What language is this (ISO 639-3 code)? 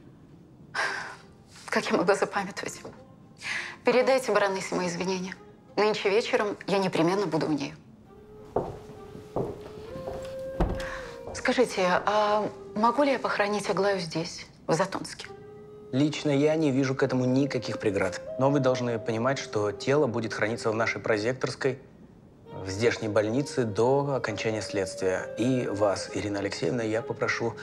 rus